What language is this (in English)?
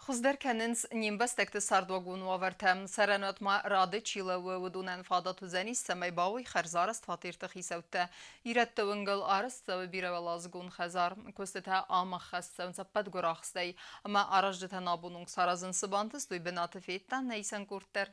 Ossetic